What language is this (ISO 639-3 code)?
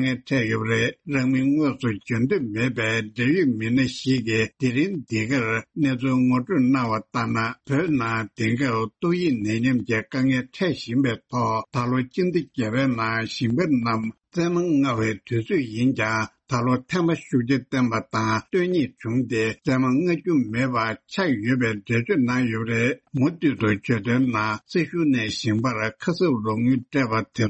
bod